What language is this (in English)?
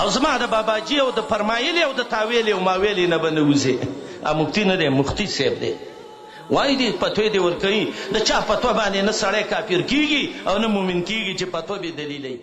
Pashto